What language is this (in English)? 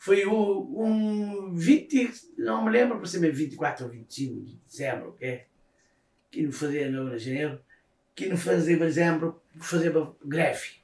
Kabuverdianu